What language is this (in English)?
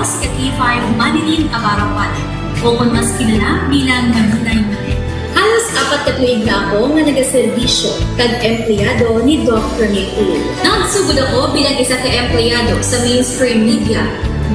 Hiligaynon